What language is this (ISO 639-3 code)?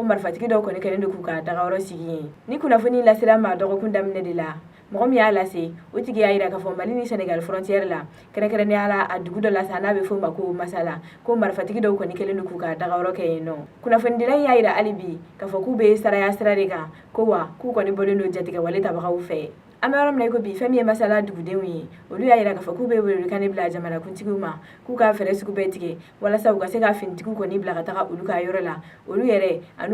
bam